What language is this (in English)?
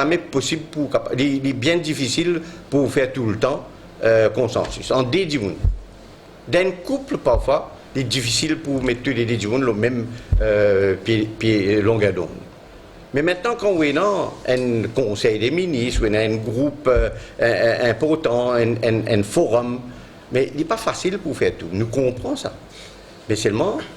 Morisyen